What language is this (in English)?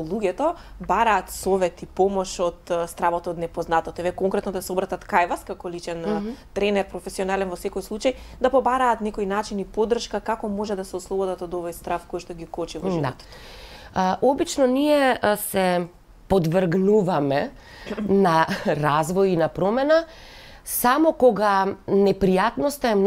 Macedonian